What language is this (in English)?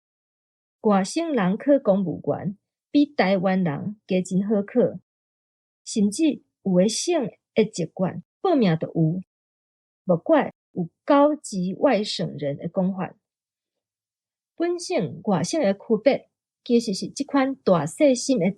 Min Nan Chinese